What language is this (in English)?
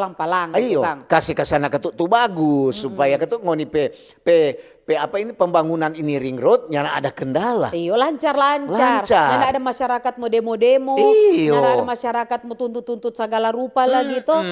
Manado Malay